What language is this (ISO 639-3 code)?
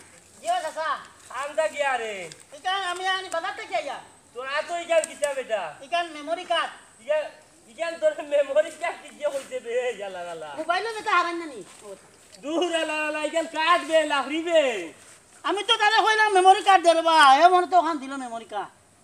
syl